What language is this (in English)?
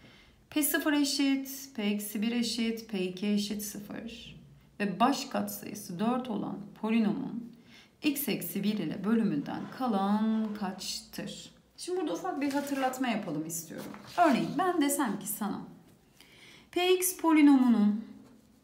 Turkish